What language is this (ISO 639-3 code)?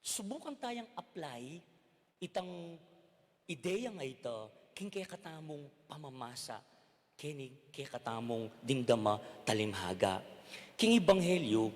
pam